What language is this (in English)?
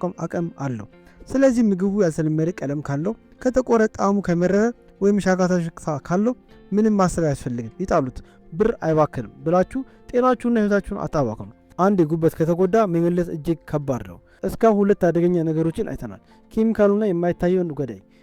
Amharic